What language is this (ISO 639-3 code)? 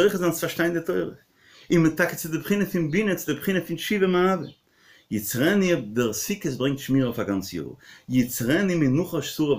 yid